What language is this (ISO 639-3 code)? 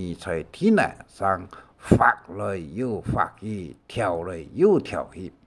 hak